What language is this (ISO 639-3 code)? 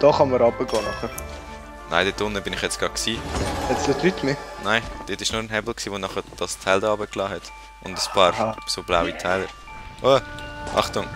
gsw